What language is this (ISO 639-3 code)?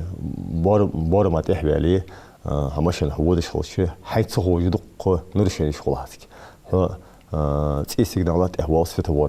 inh